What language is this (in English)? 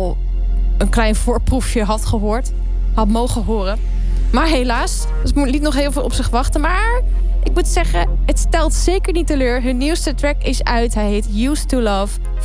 Dutch